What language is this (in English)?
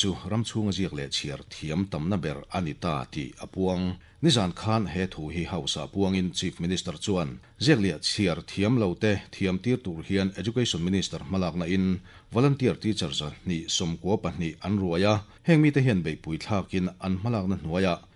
Mizo